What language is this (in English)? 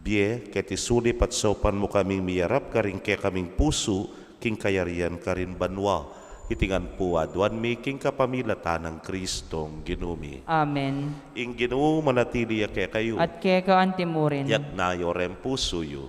Pampanga